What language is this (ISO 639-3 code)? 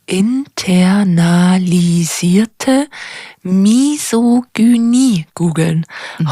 bar